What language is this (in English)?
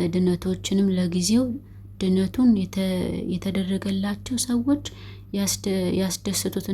Amharic